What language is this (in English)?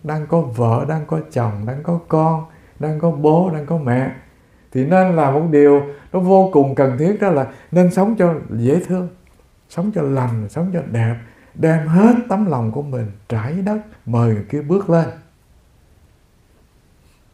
Vietnamese